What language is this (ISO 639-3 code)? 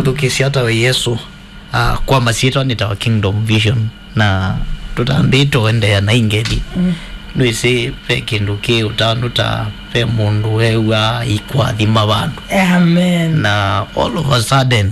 kam